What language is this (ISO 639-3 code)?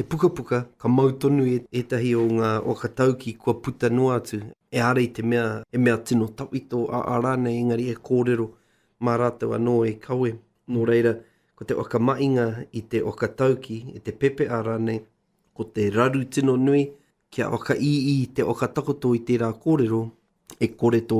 mri